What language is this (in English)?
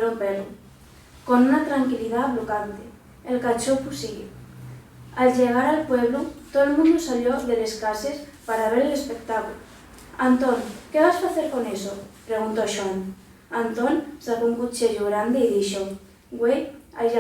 Asturian